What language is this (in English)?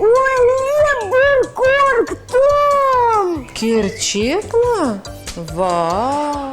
Crimean Tatar